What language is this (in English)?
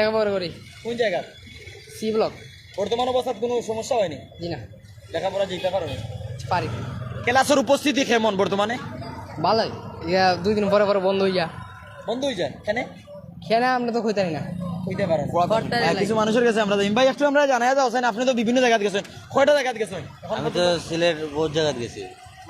Sylheti